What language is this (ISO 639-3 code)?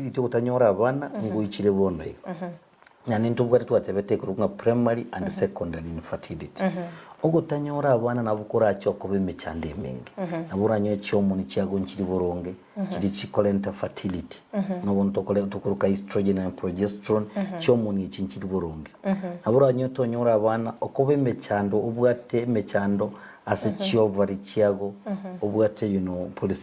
guz